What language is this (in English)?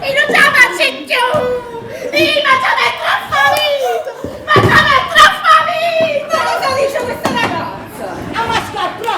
Neapolitan